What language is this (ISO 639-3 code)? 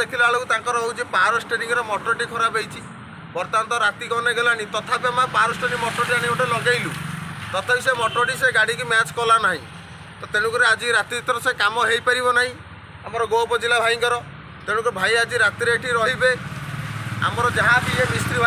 ori